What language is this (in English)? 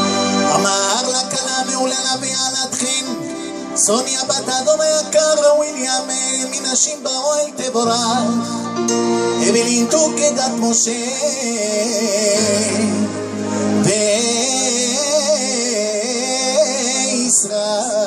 Hebrew